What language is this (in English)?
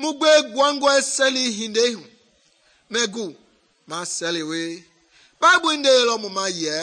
Mende